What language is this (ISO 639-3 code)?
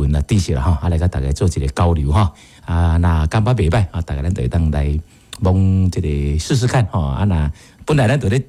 nan